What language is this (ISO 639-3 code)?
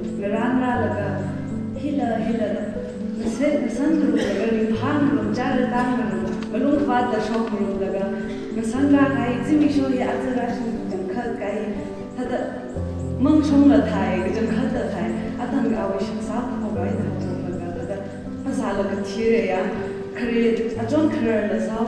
nmf